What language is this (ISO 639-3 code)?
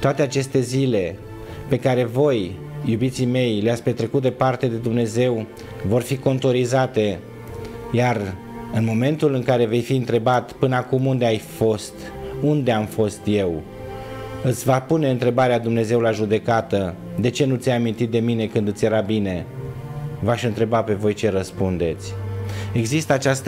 ron